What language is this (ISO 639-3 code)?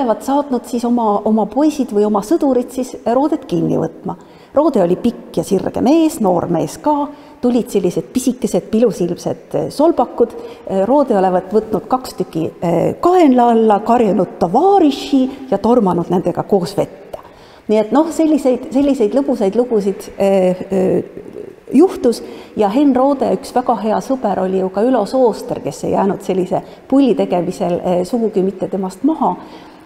est